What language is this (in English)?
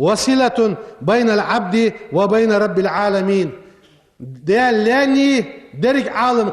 Ingush